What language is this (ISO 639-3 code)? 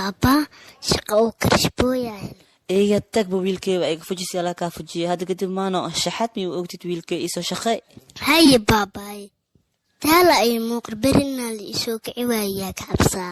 som